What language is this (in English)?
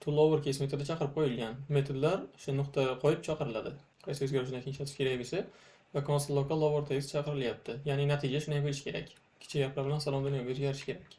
Uzbek